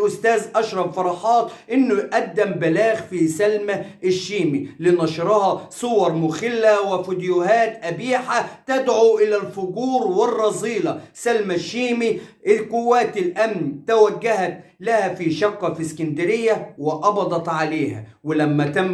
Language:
Egyptian Arabic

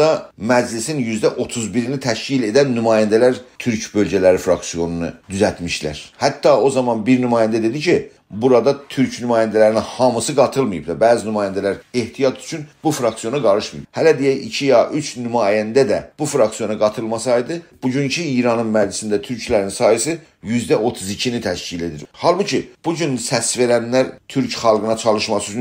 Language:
South Azerbaijani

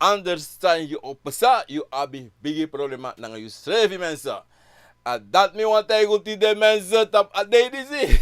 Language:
Sranan Tongo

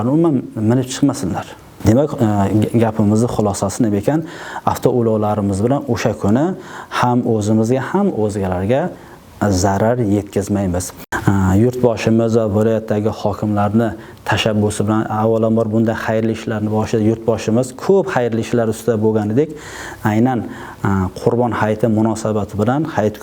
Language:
Uzbek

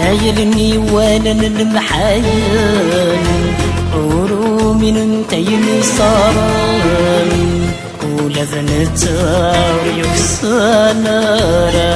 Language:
Kabyle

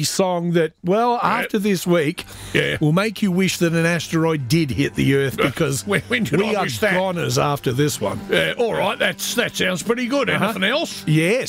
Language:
English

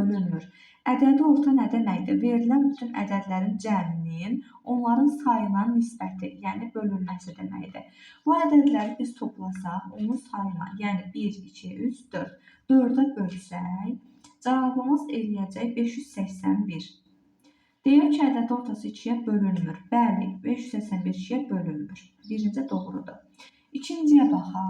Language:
Azerbaijani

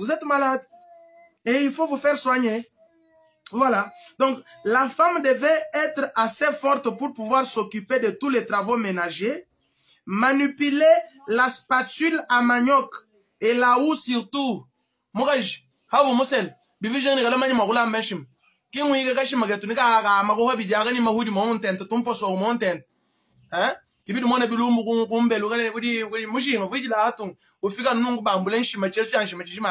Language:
Luba-Lulua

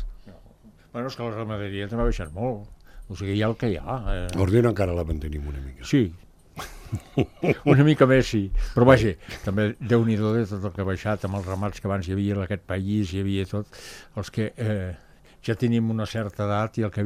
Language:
Catalan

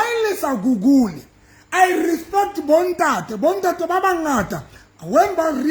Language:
Southern Sotho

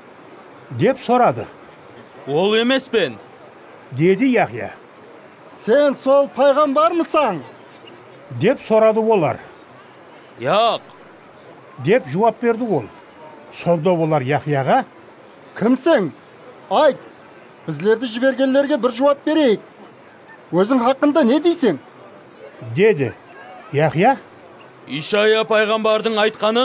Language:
Kara-Kalpak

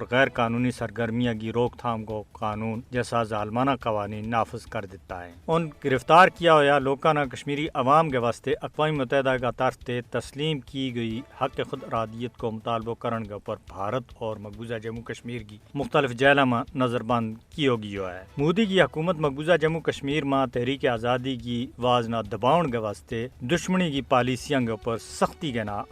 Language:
Gujari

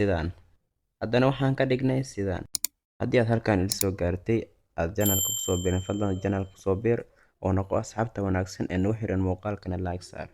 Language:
Somali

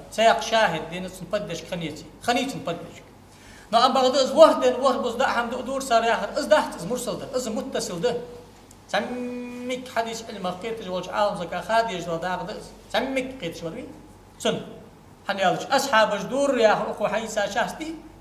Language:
Ingush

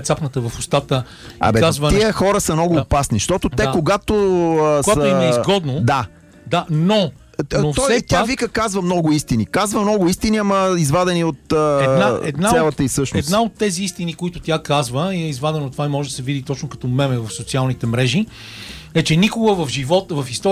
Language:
Bulgarian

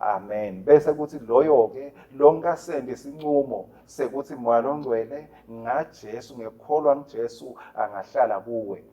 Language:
Swati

